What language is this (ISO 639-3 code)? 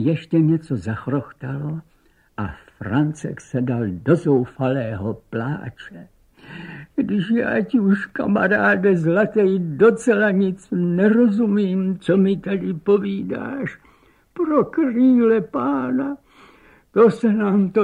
ces